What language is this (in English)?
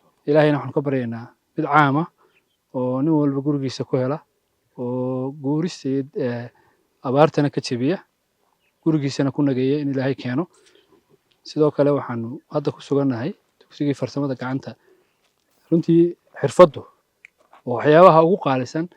Somali